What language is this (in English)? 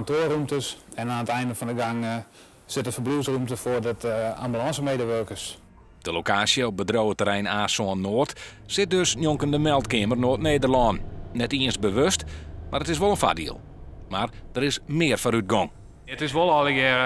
Western Frisian